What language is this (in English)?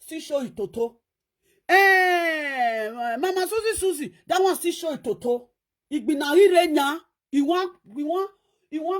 Nigerian Pidgin